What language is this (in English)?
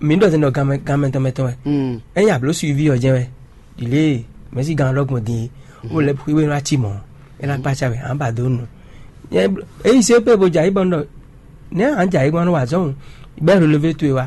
Fon